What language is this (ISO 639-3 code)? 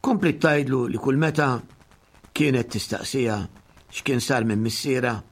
mlt